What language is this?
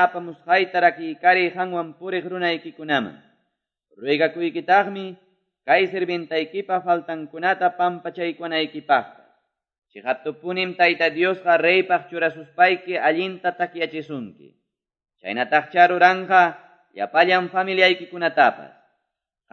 Quechua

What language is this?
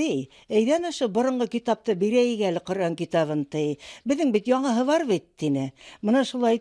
Bashkir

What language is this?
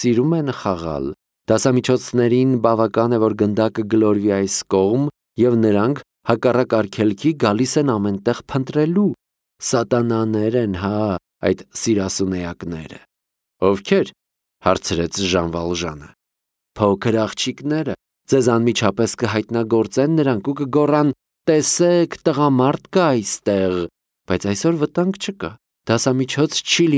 Armenian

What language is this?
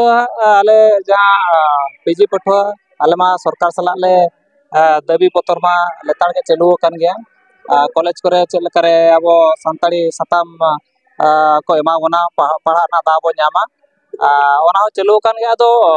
Santali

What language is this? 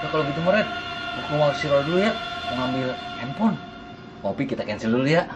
Betawi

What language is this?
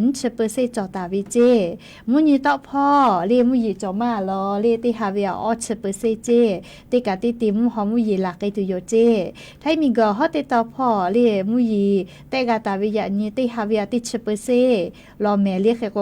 Lahu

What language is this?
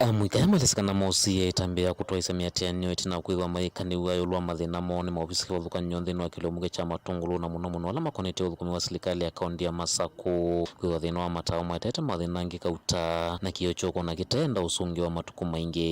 Kamba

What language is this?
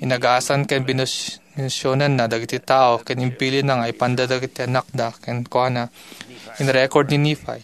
Iloko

